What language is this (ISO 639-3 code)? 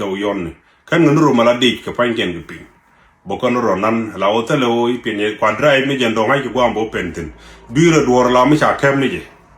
nus